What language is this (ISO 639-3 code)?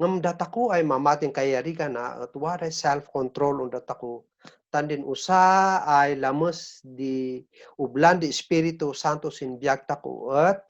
kne